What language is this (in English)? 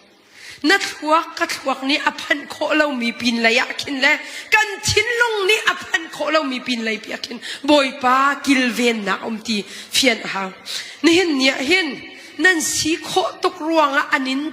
Hakha Chin